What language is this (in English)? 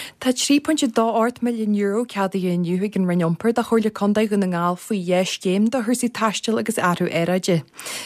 Irish